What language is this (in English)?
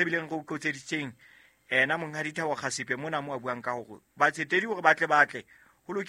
Southern Sotho